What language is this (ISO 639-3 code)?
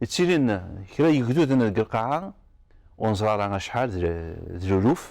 kab